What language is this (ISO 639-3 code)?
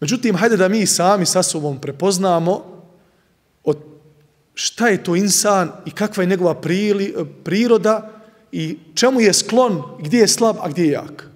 bos